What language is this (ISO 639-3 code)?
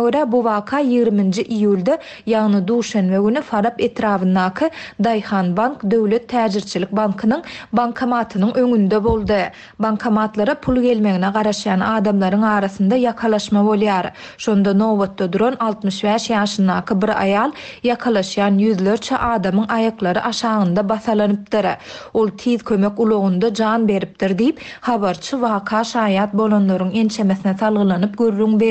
tuk